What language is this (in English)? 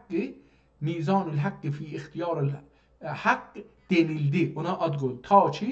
South Azerbaijani